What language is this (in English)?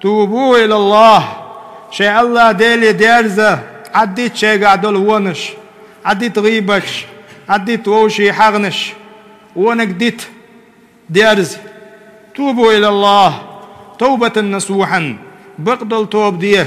Chechen